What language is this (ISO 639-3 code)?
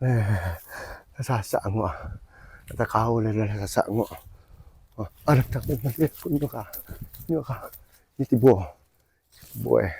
min